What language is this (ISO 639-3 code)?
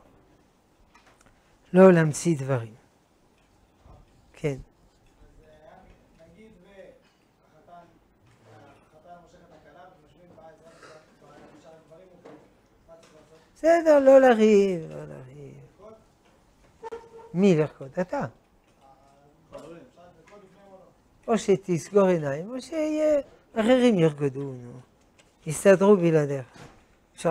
heb